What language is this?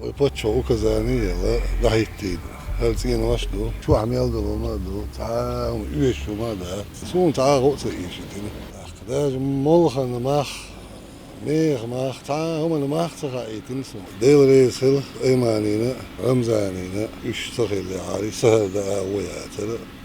Chechen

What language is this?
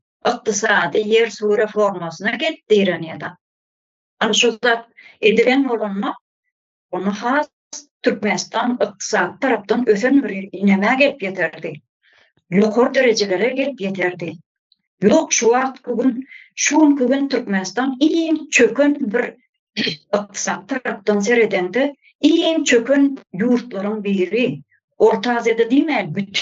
Turkmen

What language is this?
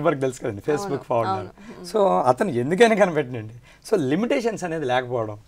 Telugu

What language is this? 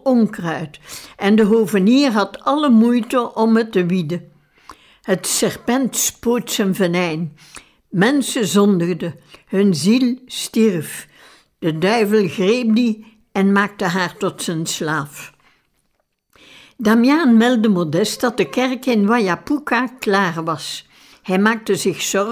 Dutch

